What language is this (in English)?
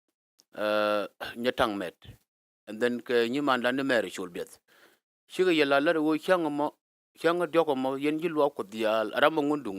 Nuer